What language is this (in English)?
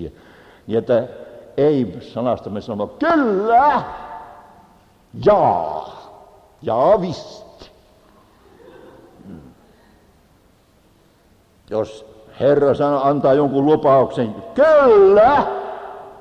Finnish